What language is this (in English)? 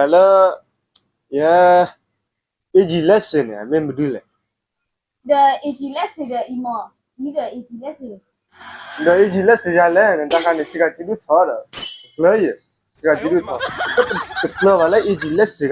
S'gaw Karen